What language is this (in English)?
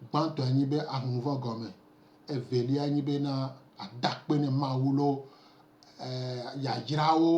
Gen